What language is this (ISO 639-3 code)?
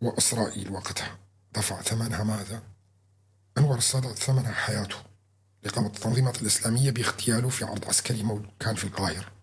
apc